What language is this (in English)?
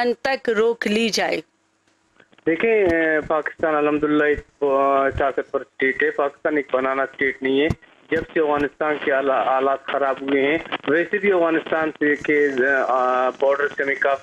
Urdu